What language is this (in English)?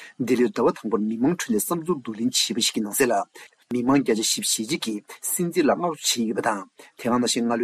Tibetan